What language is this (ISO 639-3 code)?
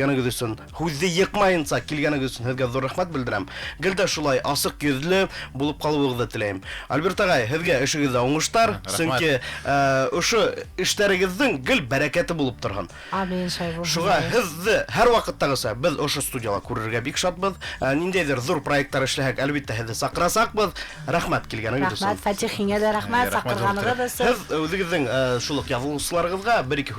bak